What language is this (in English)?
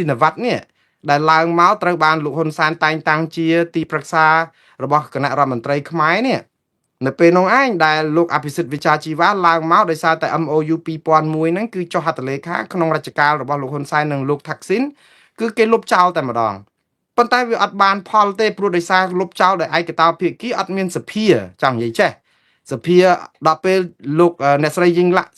Khmer